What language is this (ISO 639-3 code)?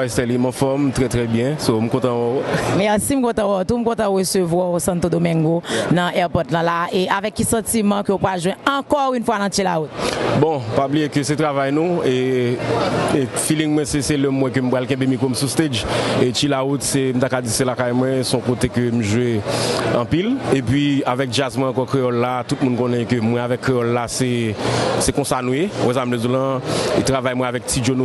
hat